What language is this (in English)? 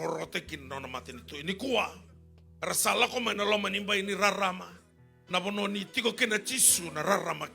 Fijian